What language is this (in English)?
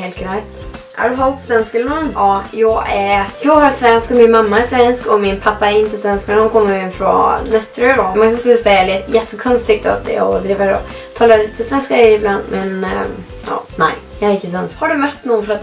Norwegian